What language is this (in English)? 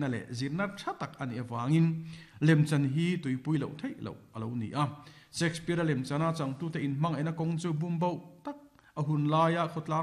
Mizo